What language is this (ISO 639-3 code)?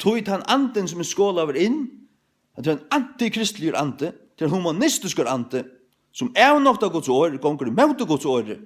fao